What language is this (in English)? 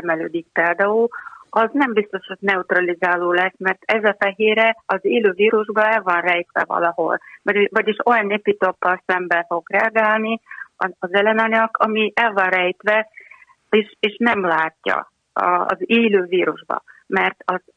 Hungarian